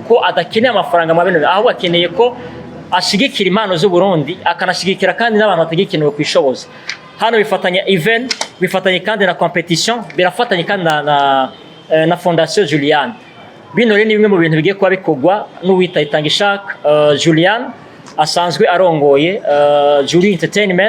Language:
Rundi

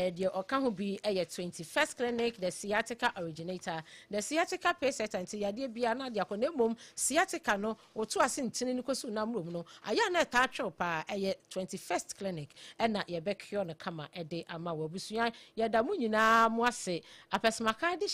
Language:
Akan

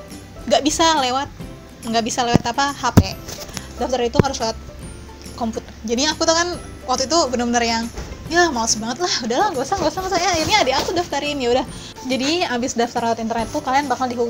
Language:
Indonesian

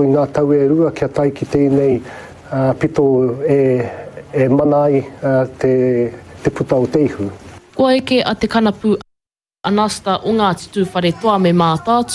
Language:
Māori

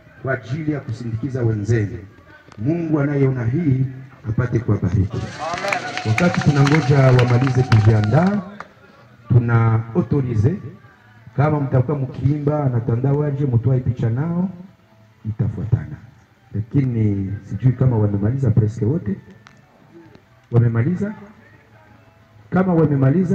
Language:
Swahili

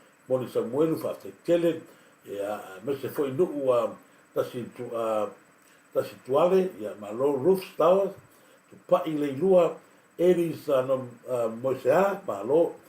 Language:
Samoan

